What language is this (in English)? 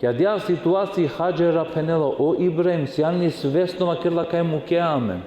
Balkan Romani